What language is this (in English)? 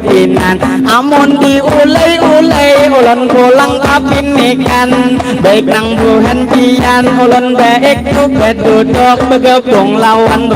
Banjar